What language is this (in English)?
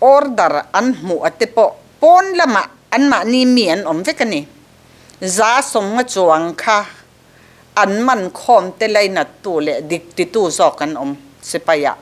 Mizo